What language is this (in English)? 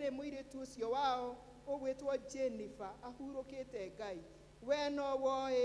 Kikuyu